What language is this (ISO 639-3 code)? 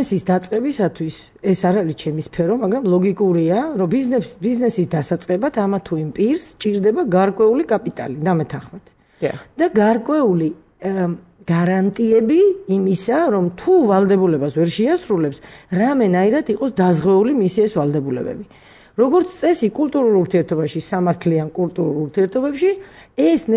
kat